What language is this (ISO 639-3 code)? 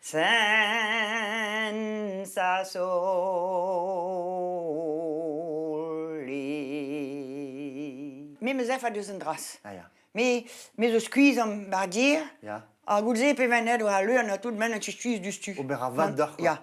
bre